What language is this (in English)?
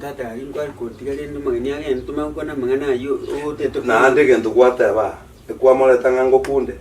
Gusii